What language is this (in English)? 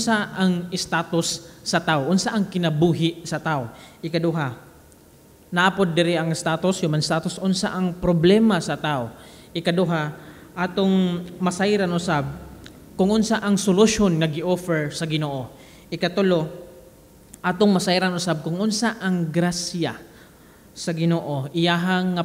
Cebuano